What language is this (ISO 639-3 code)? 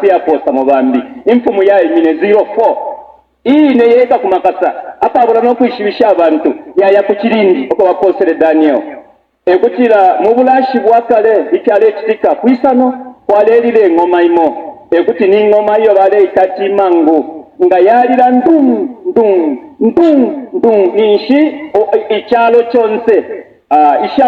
bem